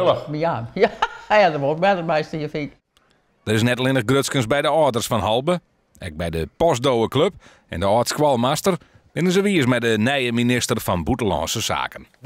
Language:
Western Frisian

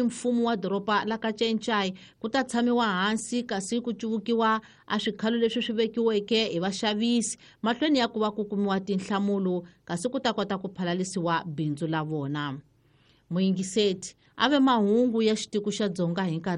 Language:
Tsonga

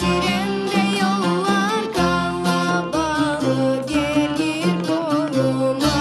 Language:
Crimean Tatar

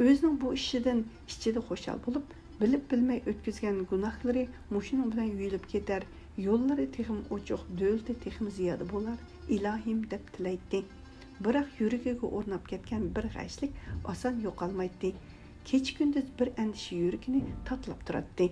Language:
Uyghur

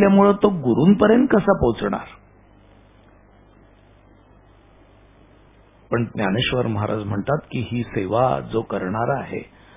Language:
Marathi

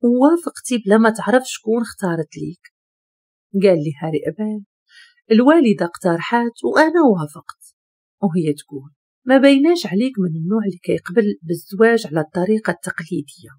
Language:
Moroccan Arabic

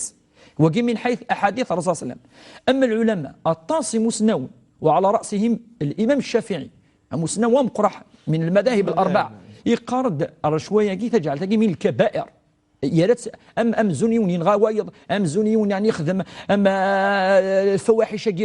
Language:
Kabyle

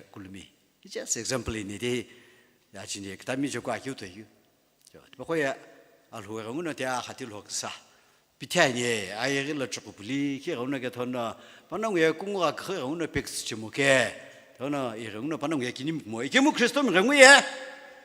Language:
Sumi Naga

